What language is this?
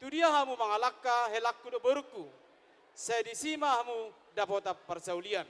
Batak Toba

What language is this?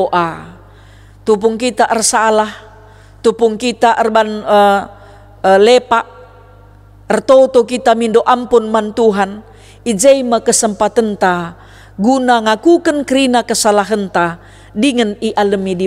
Batak Karo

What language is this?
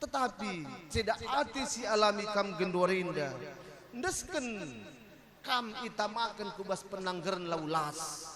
Batak Karo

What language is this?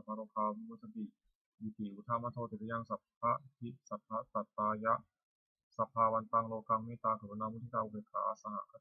Pali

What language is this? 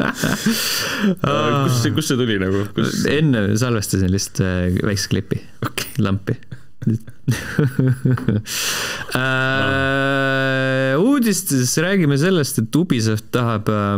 Estonian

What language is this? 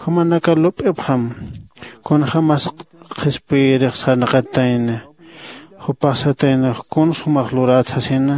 Aymara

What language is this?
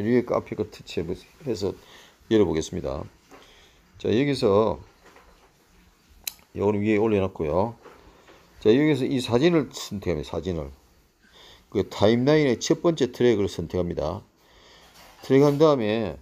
Korean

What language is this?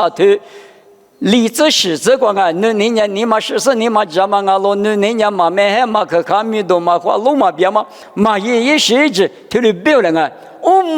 Lisu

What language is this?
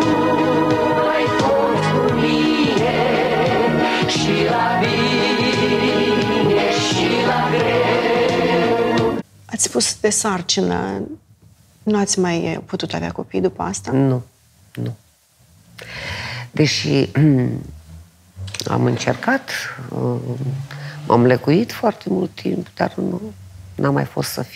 Romanian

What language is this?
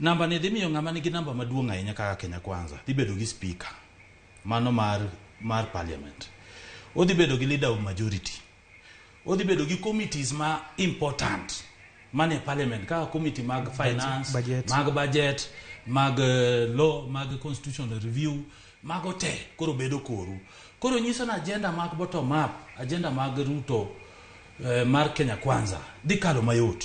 Luo (Kenya and Tanzania)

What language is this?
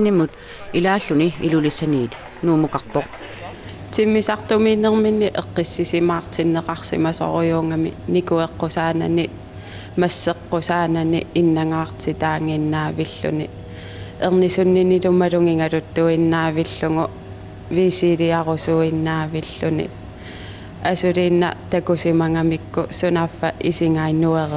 Kalaallisut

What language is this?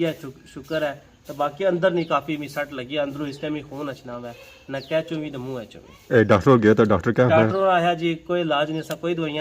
Pahari-Potwari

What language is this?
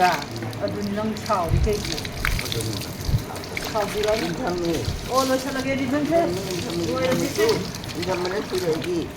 Manipuri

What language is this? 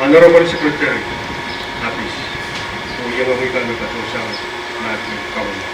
Pohnpeian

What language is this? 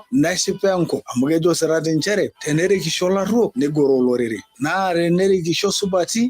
Masai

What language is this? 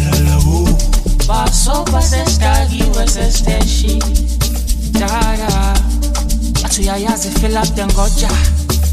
Swahili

